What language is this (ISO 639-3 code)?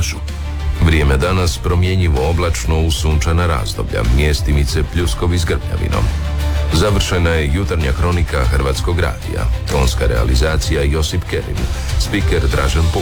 hrv